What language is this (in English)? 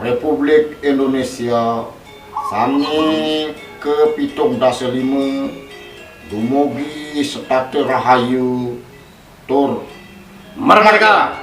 Balinese